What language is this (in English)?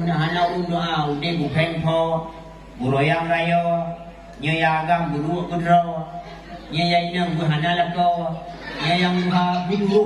Achinese